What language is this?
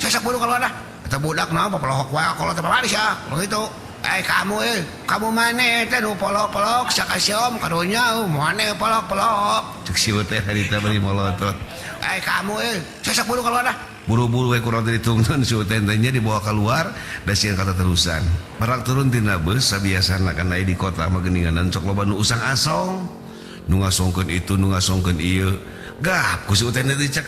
Sundanese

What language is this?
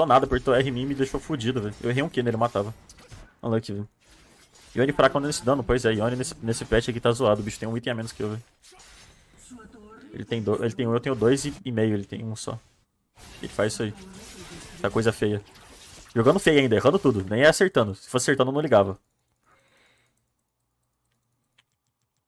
Portuguese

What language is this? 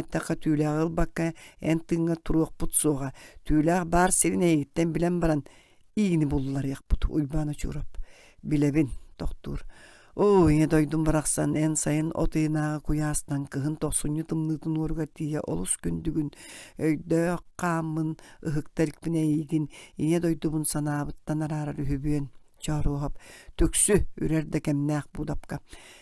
Yakut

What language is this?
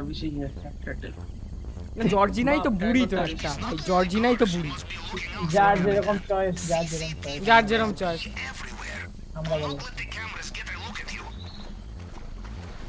Bangla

